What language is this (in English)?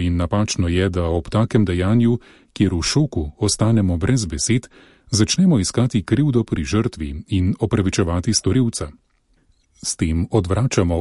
Slovenian